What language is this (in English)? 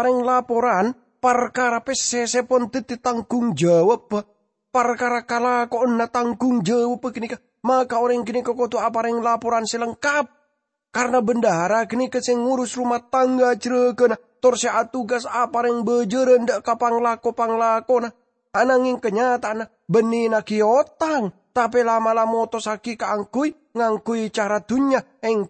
Madurese